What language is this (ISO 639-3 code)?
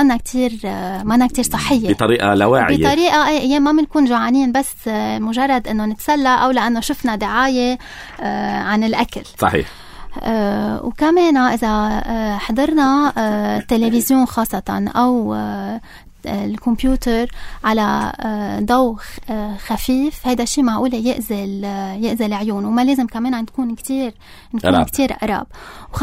apc